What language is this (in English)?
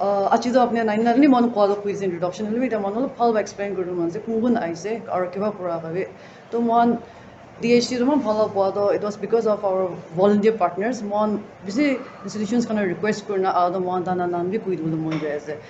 Naga Pidgin